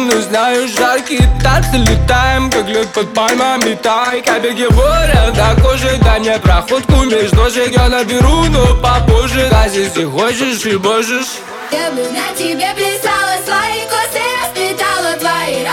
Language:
Russian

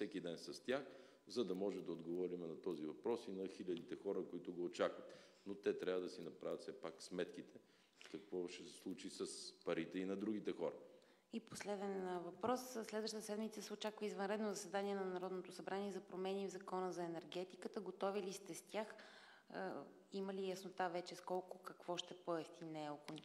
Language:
Bulgarian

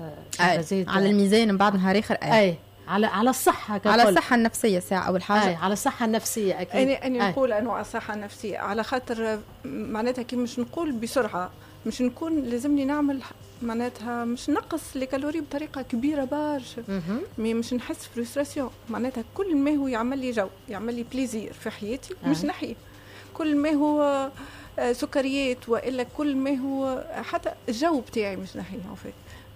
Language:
Tunisian Arabic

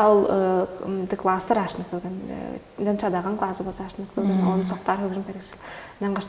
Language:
Tuvinian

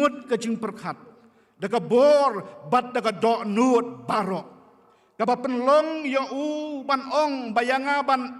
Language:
Khasi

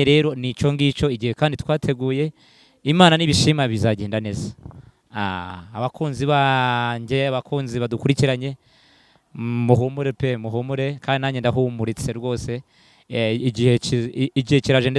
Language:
Kinyarwanda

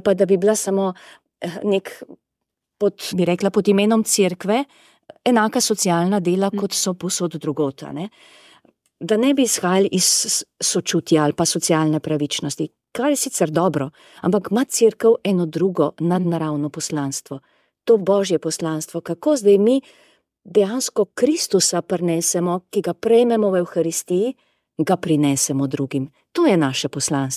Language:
Slovenian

